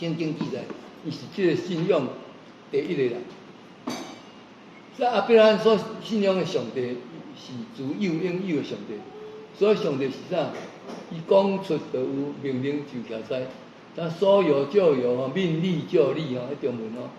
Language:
Min Nan Chinese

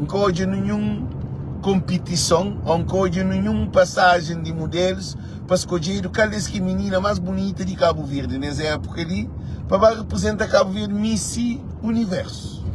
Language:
Kabuverdianu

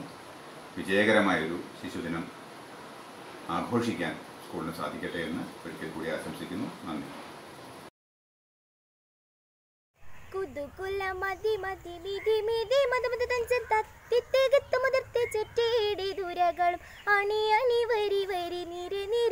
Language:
Malayalam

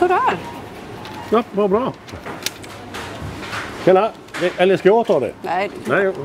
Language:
Swedish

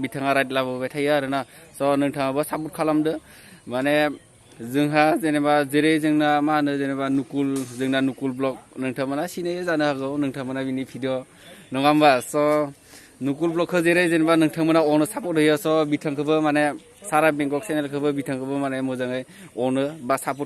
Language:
Bodo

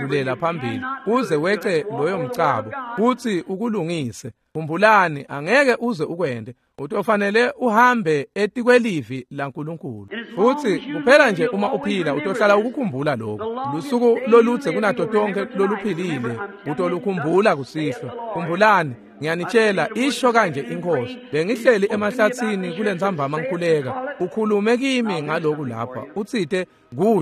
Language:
Swati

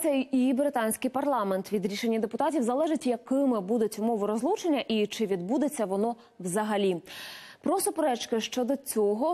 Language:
Ukrainian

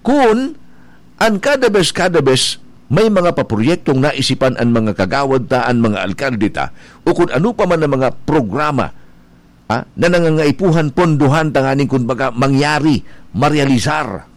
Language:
Bikol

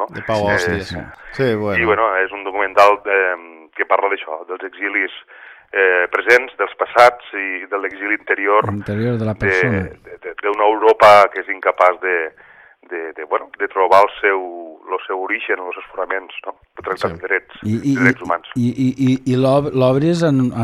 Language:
Catalan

